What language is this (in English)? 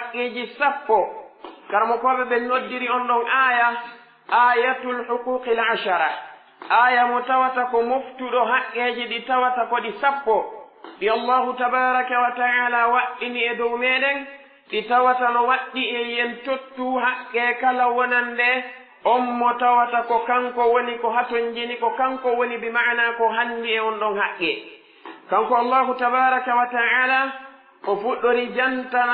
Pular